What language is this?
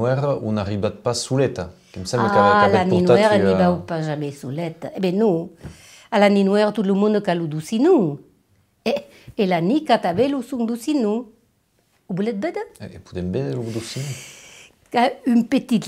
Occitan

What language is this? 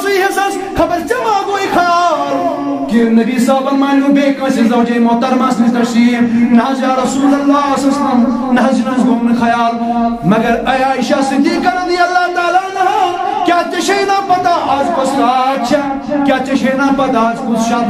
Kashmiri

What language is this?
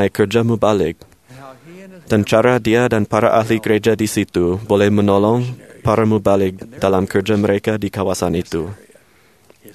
Malay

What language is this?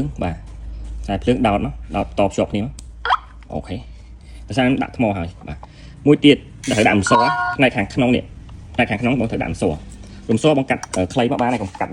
Khmer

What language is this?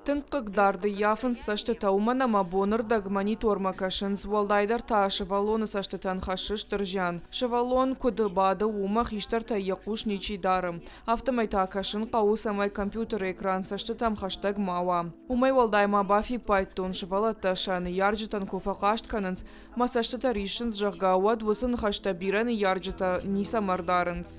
Ossetic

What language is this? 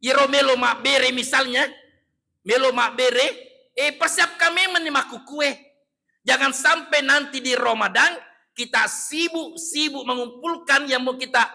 Buginese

